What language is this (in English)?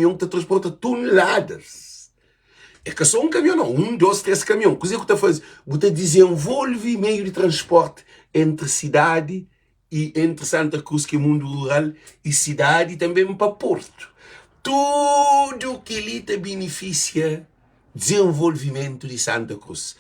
Kabuverdianu